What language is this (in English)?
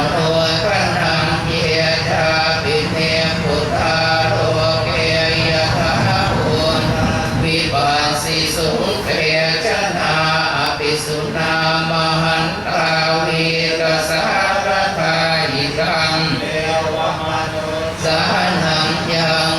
Pali